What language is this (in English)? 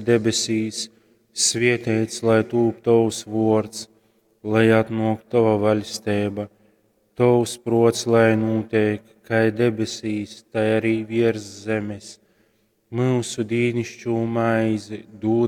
Latgalian